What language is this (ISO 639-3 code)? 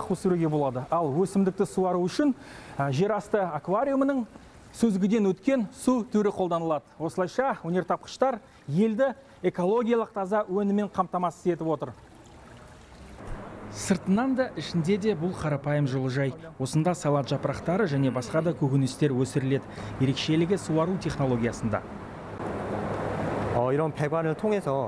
kaz